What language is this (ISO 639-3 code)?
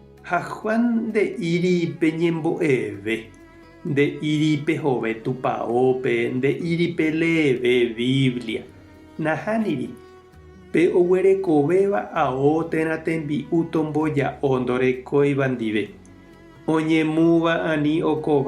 grn